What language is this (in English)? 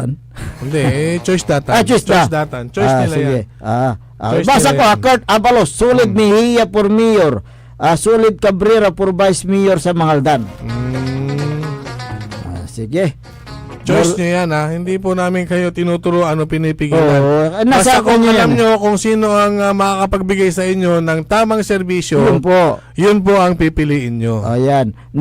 Pangasinan